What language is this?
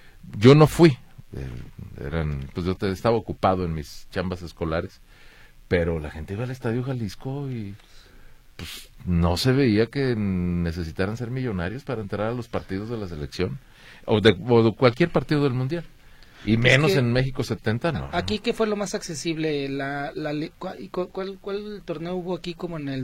Spanish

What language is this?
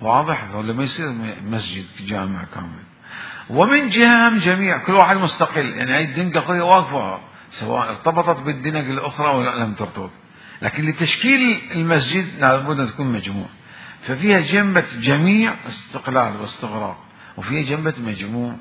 Mesopotamian Arabic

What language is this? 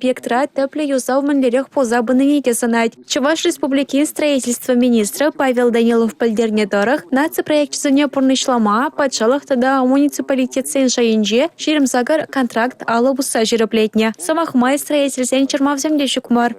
Chuvash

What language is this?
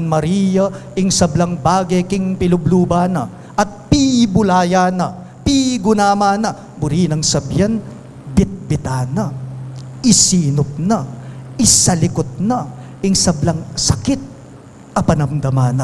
Pampanga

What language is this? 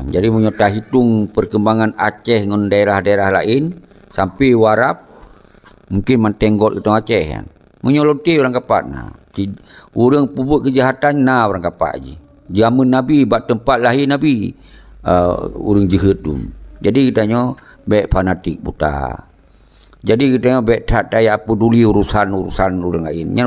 Achinese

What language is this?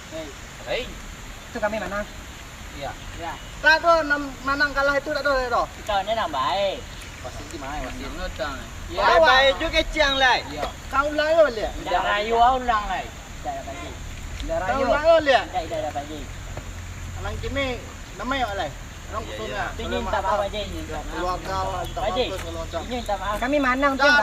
Minangkabau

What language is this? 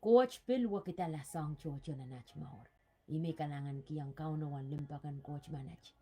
Pohnpeian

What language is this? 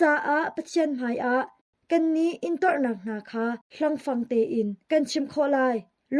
Hakha Chin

